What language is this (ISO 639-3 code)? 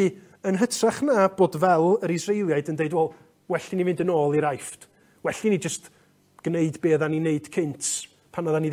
cym